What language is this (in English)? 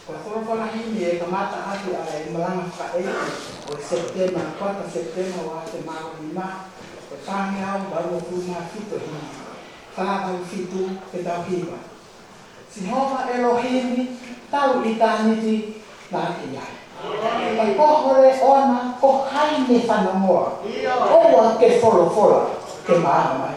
Tongan